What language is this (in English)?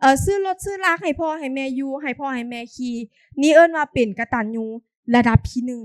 Lao